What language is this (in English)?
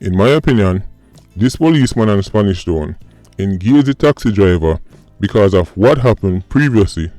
Jamaican Creole English